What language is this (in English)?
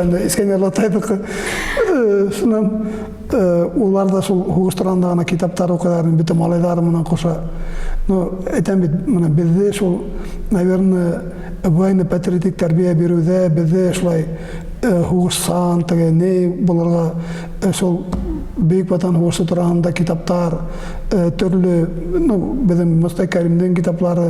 Bashkir